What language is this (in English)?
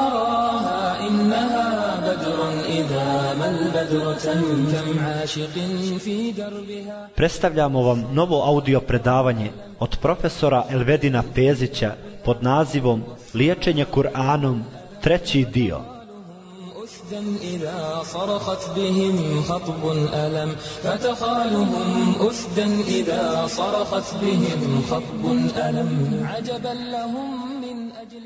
Bosnian